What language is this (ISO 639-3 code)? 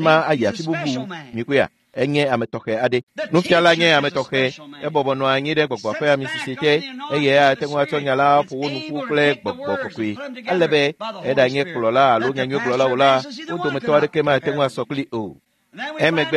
ewe